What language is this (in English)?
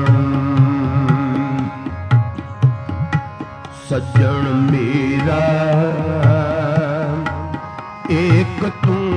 Punjabi